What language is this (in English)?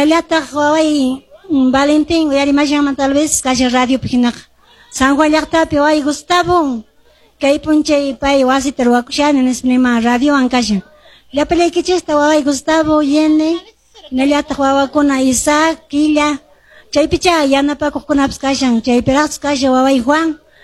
Quechua